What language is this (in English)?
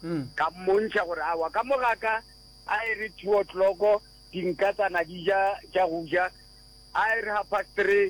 Northern Sotho